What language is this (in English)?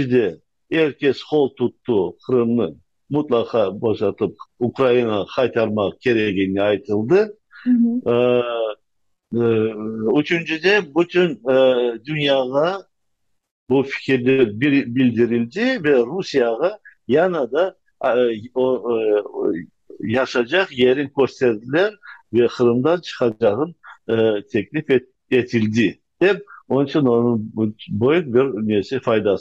Crimean Tatar